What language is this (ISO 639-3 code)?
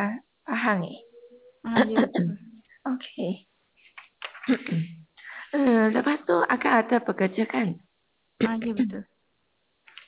msa